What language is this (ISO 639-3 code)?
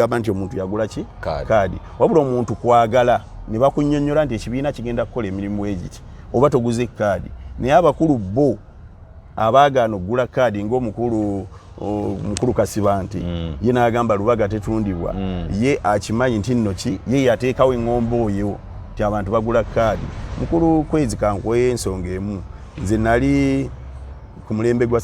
lug